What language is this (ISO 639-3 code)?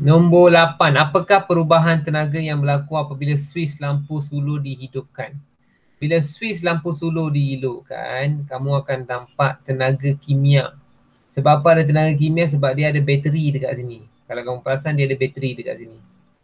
msa